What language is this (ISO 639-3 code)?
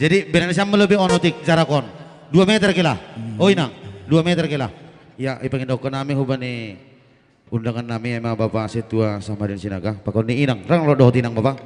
bts